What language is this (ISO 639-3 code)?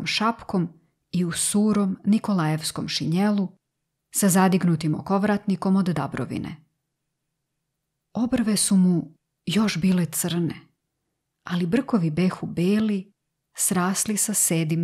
srp